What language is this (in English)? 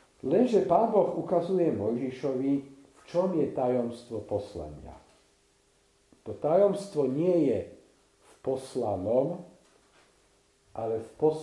Slovak